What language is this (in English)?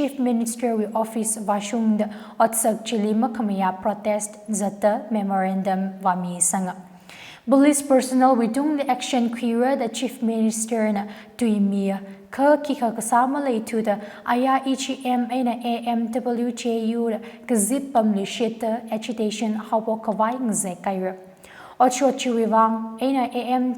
Tangkhul Naga (India)